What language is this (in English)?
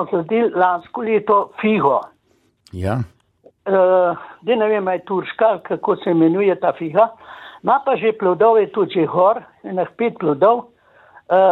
Slovenian